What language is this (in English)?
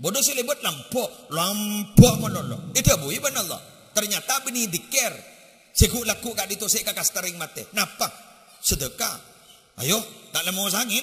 Madurese